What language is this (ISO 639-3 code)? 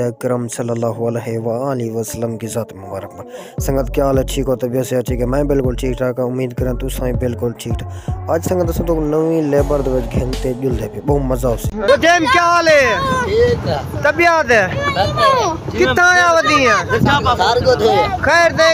skr